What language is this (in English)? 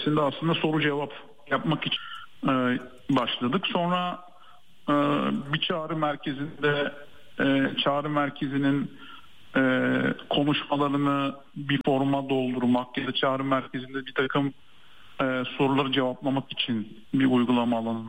Turkish